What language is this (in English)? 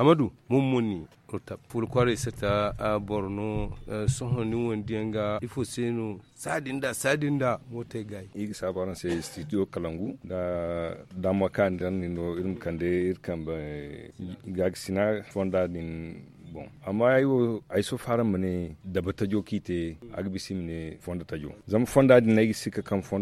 Zarma